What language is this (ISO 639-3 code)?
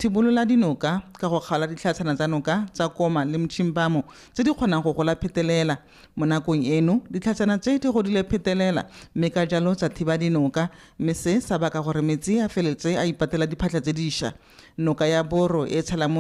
tsn